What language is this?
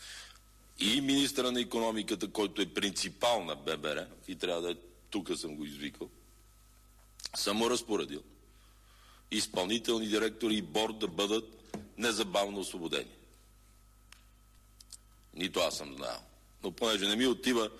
Bulgarian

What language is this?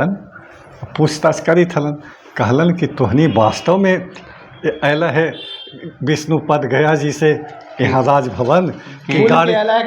Magahi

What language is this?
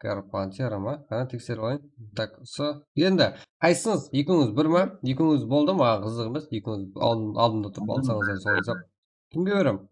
Kara-Kalpak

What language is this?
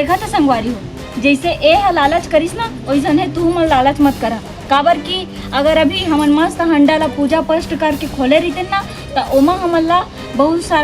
Chhattisgarhi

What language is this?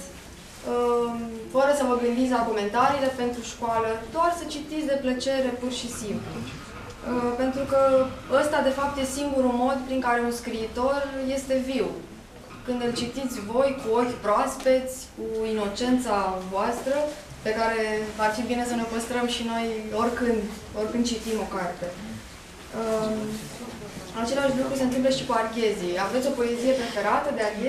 Romanian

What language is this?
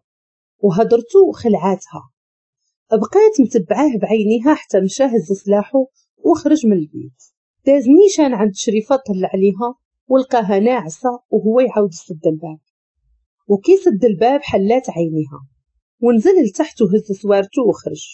Moroccan Arabic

